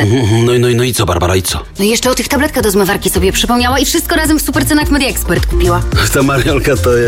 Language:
Polish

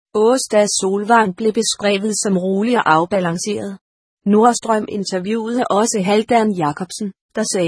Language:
Danish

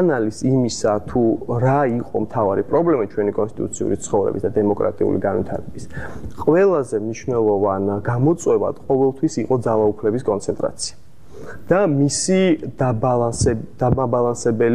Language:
Georgian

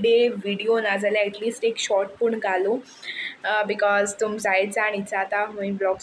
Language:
Konkani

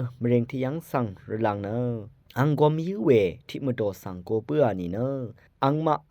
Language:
Rawang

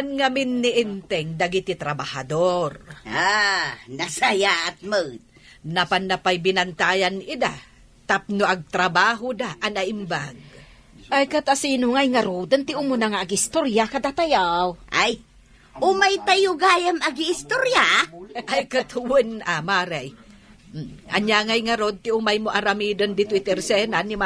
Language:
Iloko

